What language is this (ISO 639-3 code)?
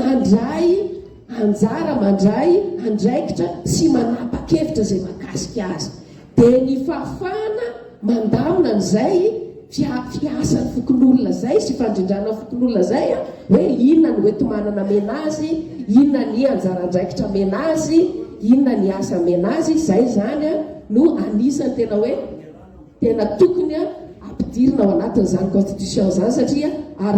mlg